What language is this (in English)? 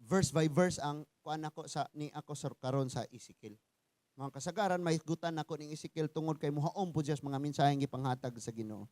Cebuano